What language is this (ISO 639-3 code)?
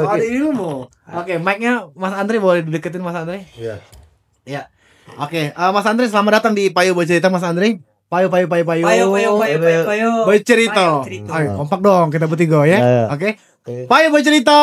mui